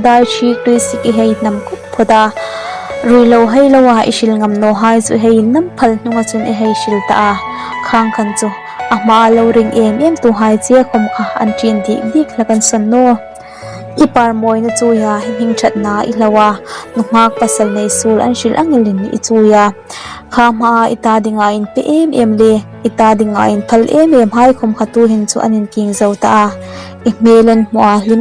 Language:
Hmar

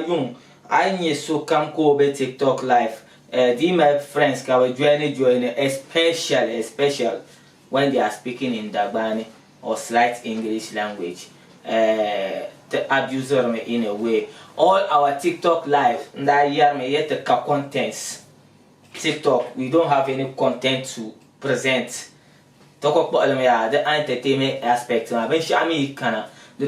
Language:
Dagbani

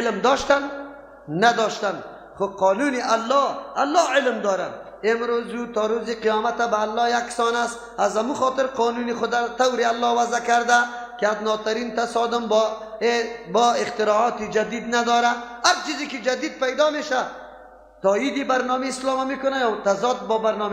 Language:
Persian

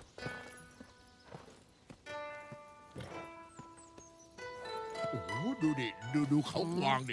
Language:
Thai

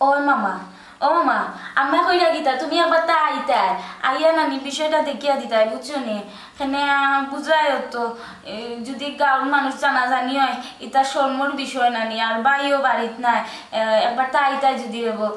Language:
Sylheti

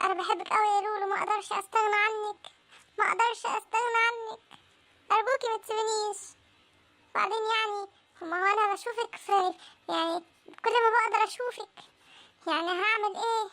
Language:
Egyptian Arabic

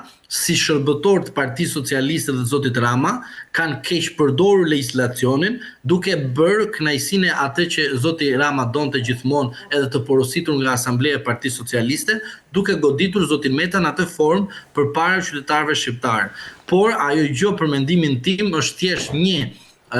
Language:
Albanian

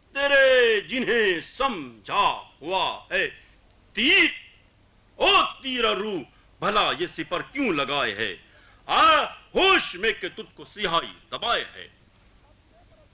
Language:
Urdu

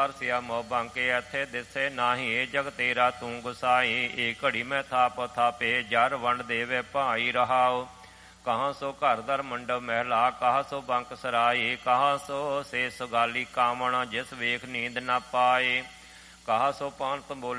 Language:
Punjabi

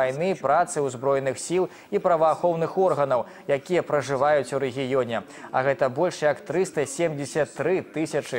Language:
Belarusian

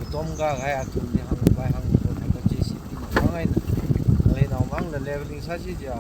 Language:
Tangkhul Naga (India)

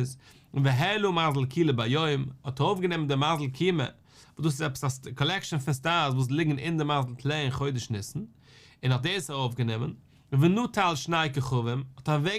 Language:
Yiddish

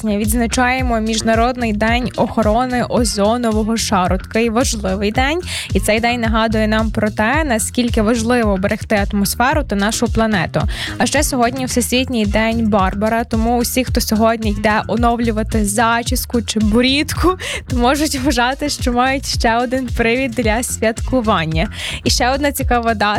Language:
Ukrainian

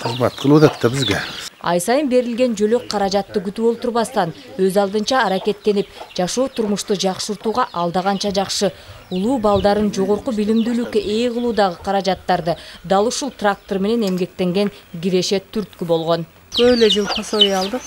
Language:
Kyrgyz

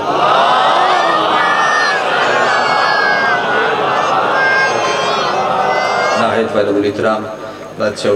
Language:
Urdu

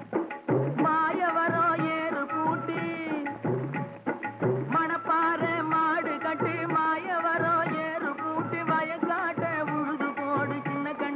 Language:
Tamil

